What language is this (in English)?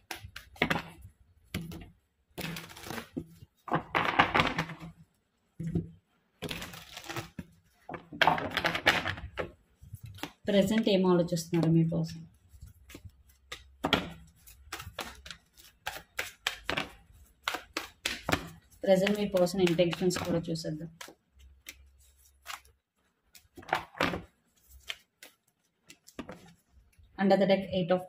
Telugu